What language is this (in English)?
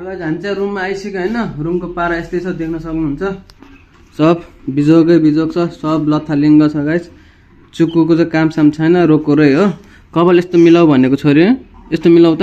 Nepali